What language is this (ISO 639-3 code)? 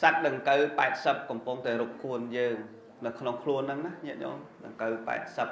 khm